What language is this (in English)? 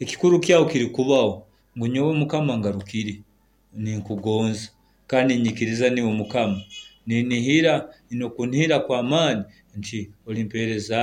Nyoro